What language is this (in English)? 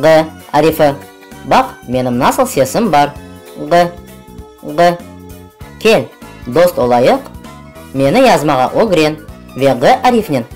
Crimean Tatar